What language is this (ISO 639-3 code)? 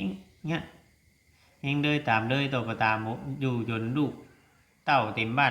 lao